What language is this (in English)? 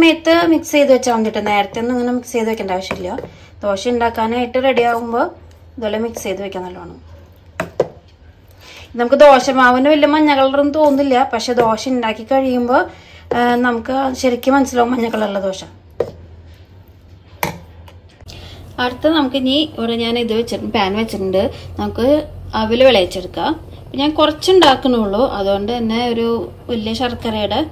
Malayalam